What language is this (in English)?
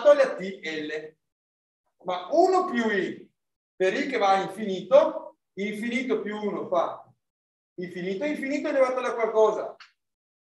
Italian